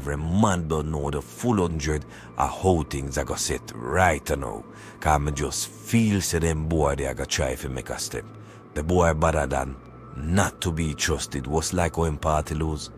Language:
Jamaican Creole English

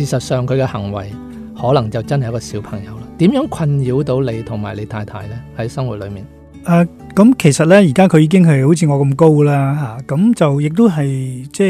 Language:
Cantonese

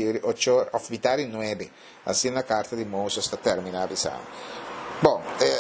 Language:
Papiamento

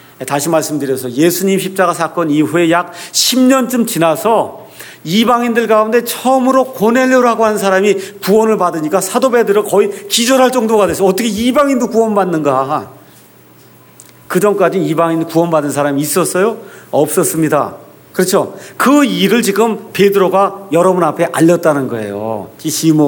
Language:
Korean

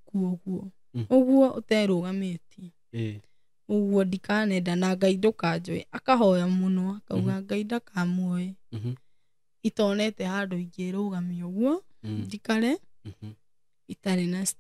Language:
Kikuyu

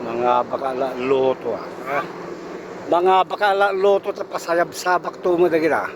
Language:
Iloko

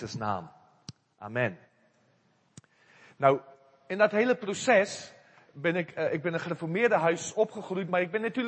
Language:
Dutch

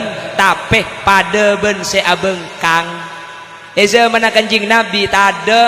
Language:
Madurese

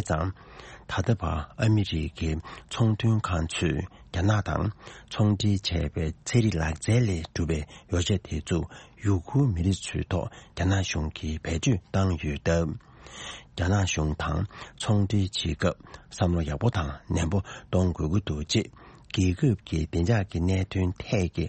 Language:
Tibetan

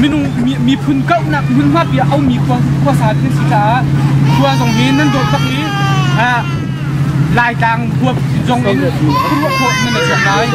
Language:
Hakha Chin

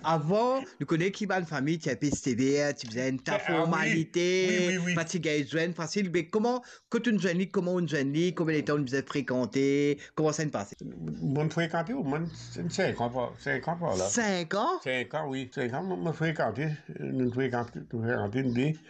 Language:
Morisyen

